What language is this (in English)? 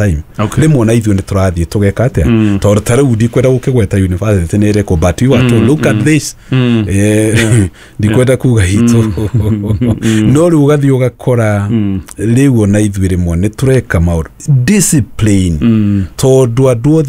Kikuyu